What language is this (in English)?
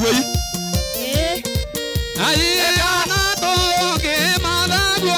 Kikuyu